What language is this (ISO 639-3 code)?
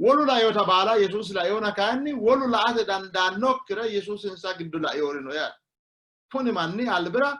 sid